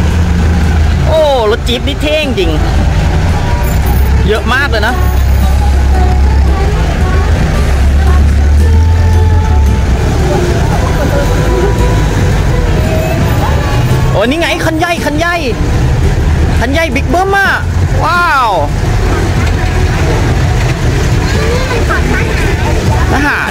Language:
Thai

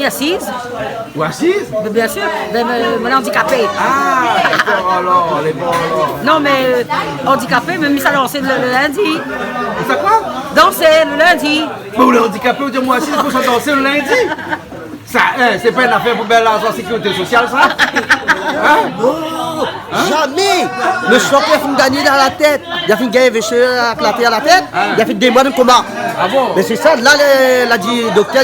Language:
Réunion Creole French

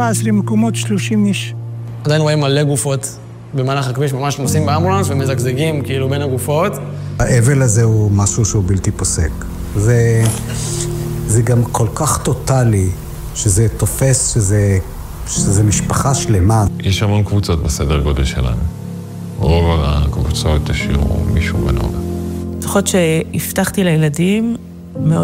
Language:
Hebrew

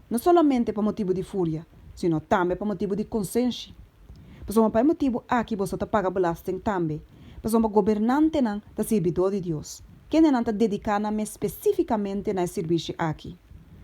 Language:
Papiamento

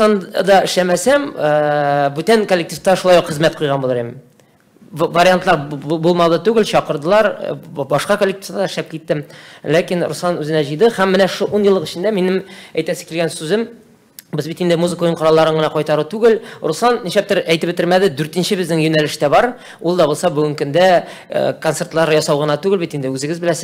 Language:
Tatar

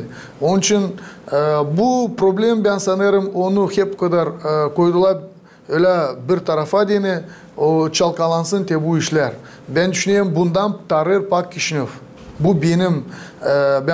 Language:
Gagauz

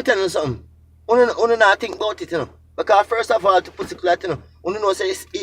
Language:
Jamaican Creole English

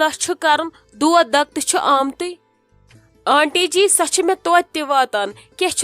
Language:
Kashmiri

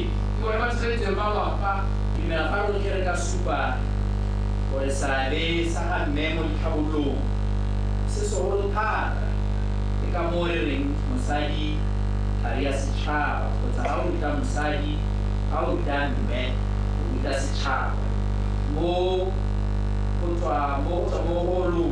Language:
Tswana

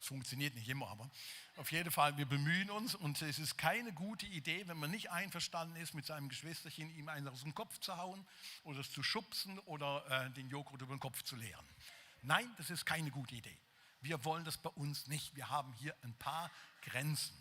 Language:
Swiss German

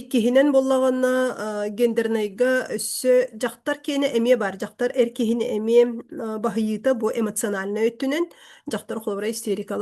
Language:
Yakut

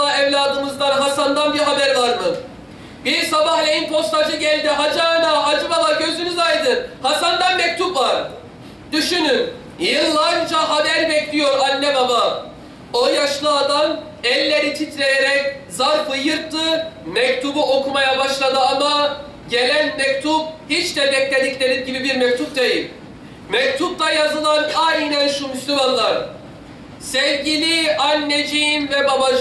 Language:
Turkish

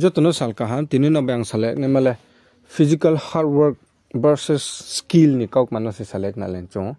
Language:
Riang (India)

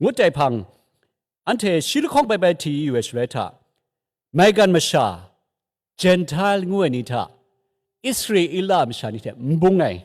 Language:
Kachin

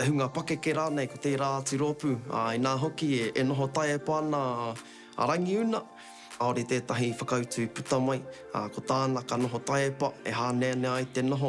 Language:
Māori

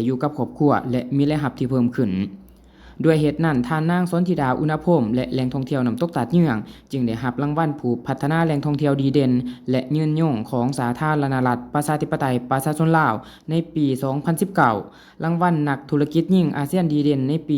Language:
Lao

